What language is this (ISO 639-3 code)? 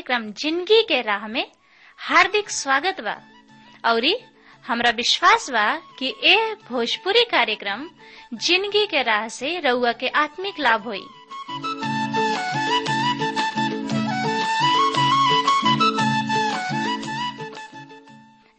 bho